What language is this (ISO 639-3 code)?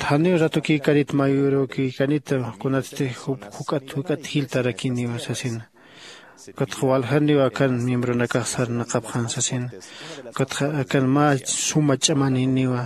aym